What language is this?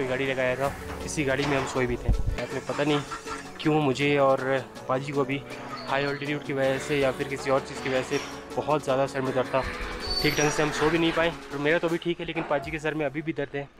Hindi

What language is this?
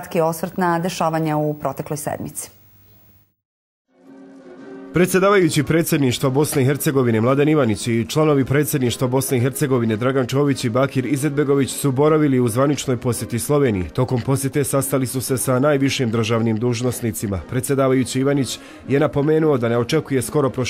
Bosnian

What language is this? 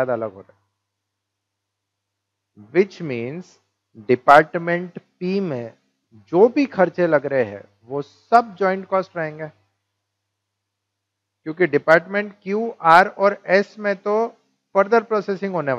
Hindi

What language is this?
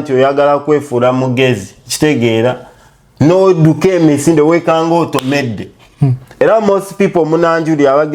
Ganda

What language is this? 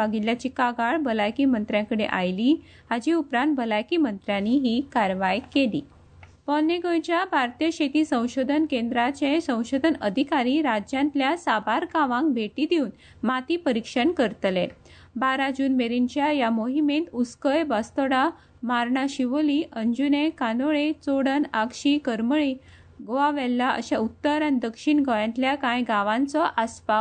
Konkani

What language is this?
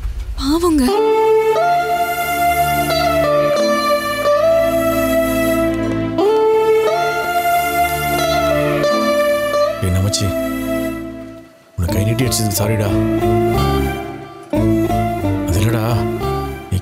Tamil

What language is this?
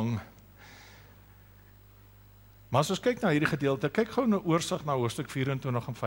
Afrikaans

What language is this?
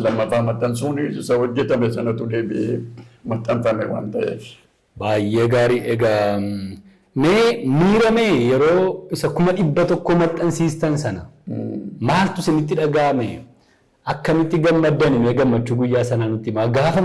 Oromo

